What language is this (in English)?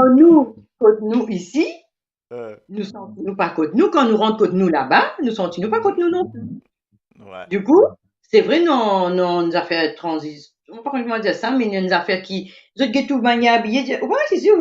Morisyen